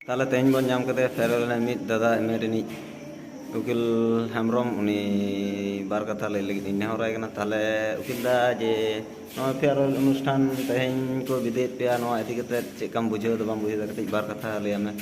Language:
Santali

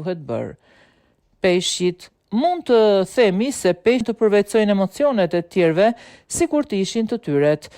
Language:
Albanian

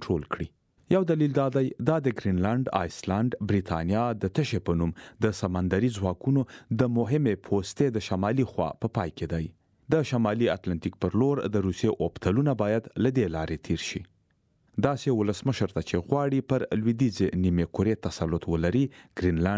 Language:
Pashto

